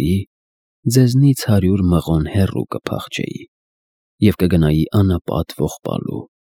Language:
Armenian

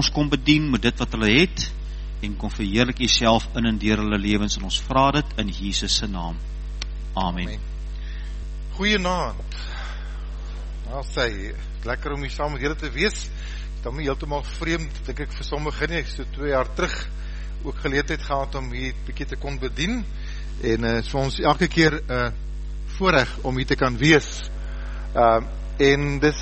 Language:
Afrikaans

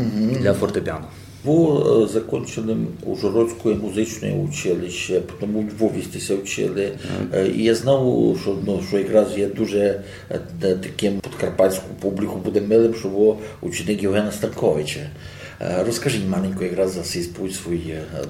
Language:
Rusyn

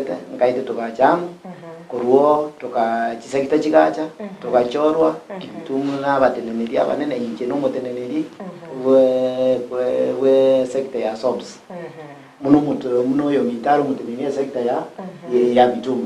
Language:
Gusii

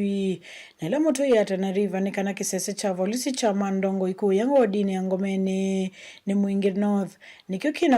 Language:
Kamba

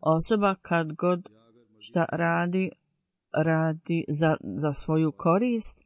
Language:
Bosnian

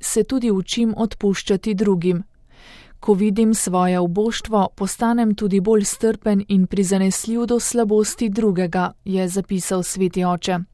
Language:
Slovenian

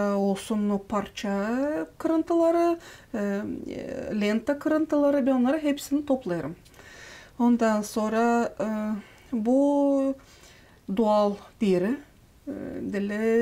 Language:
Gagauz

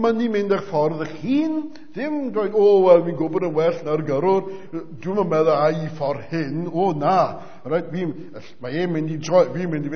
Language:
Welsh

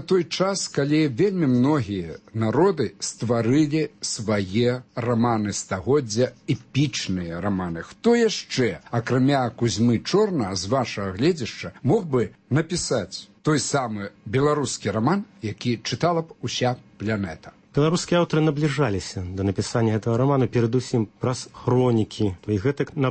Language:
Belarusian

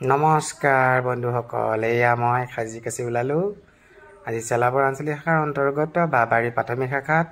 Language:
Assamese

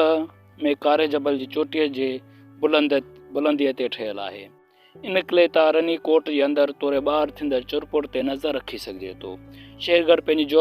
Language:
Sindhi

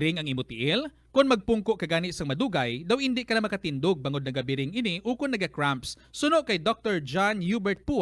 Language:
Hiligaynon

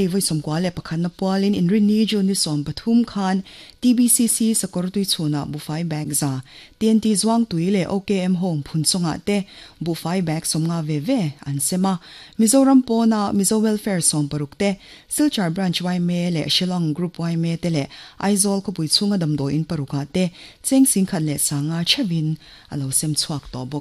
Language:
Mizo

